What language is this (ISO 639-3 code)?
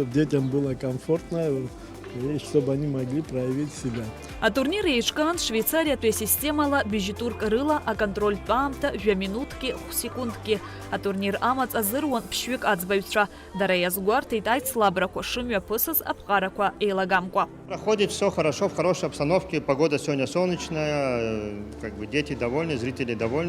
abk